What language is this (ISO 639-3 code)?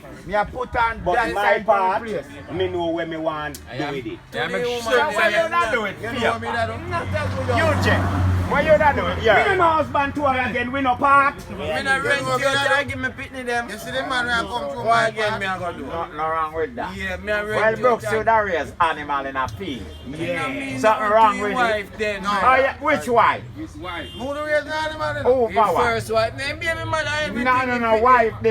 jam